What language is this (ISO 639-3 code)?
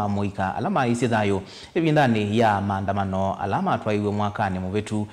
kam